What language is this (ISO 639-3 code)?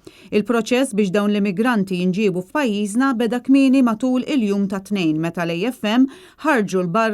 mlt